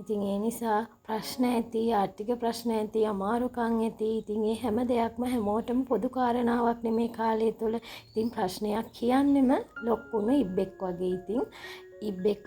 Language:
Sinhala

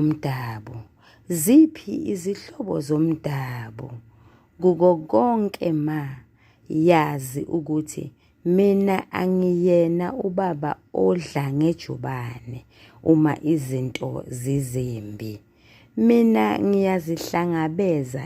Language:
Zulu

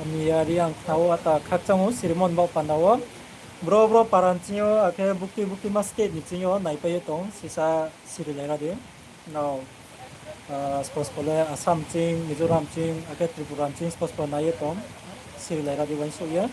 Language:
Riang (India)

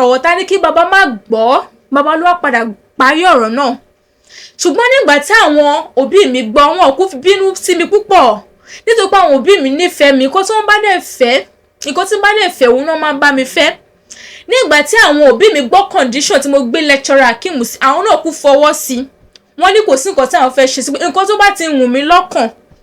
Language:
Yoruba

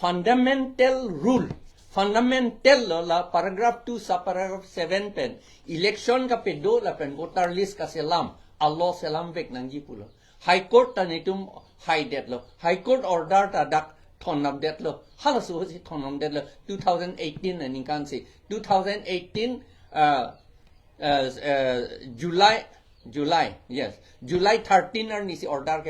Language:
Karbi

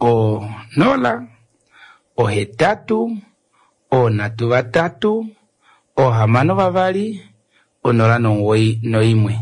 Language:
Kuanyama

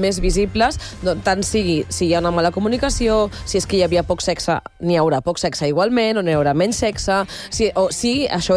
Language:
Catalan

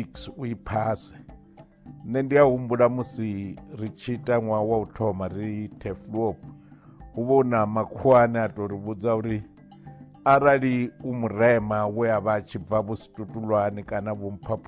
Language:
Venda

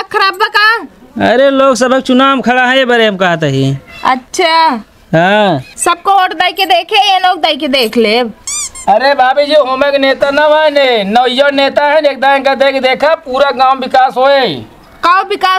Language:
Awadhi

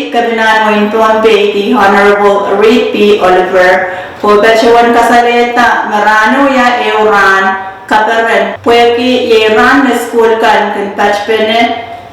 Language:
Pohnpeian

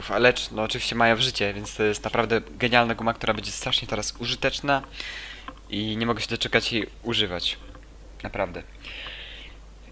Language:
Polish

